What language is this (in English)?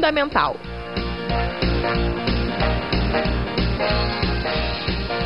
Portuguese